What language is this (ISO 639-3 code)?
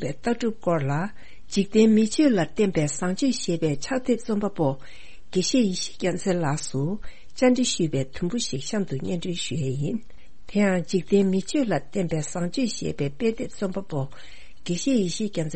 bod